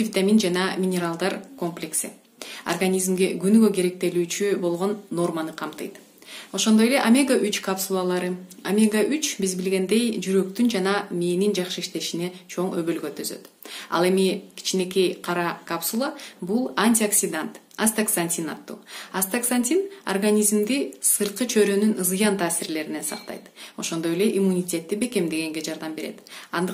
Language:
Kyrgyz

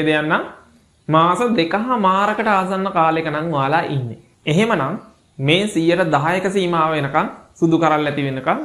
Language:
Sinhala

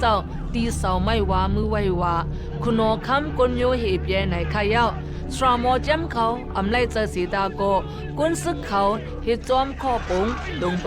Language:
Shan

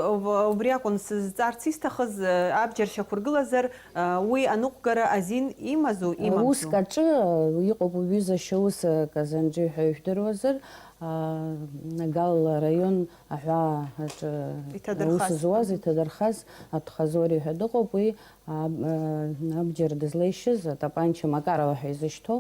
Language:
Abkhazian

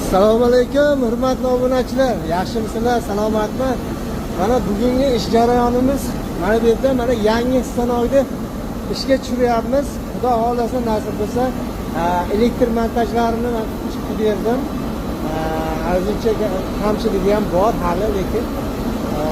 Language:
Uzbek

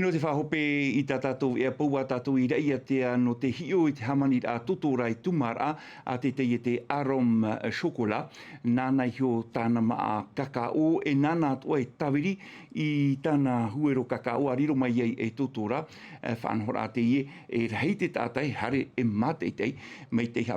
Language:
Tahitian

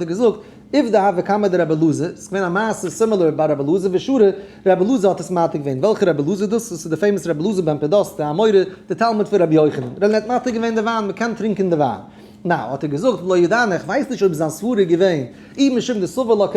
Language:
Yiddish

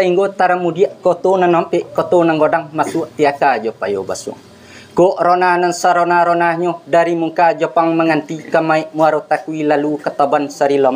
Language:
Minangkabau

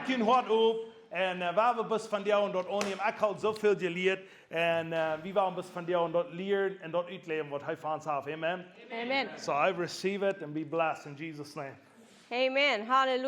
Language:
Plautdietsch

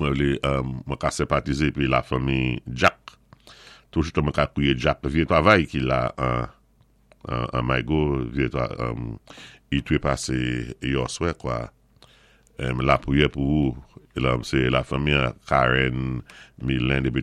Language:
Saint Lucian Creole French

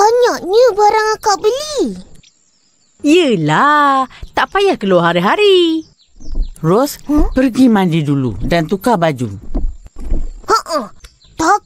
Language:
Malay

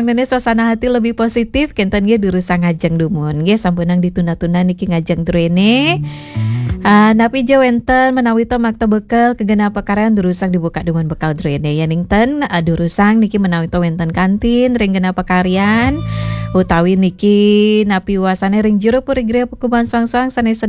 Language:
Balinese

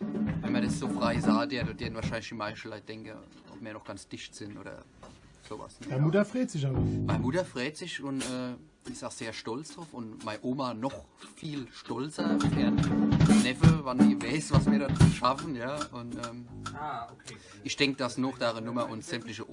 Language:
Palatine German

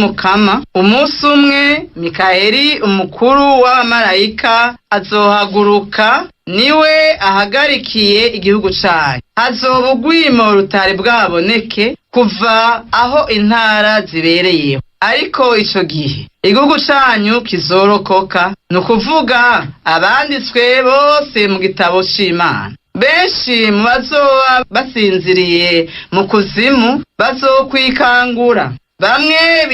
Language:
Rundi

